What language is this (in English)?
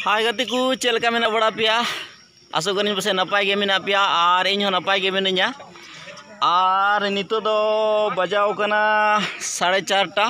Santali